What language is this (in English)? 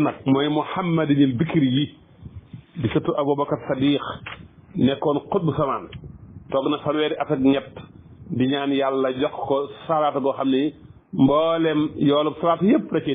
Wolof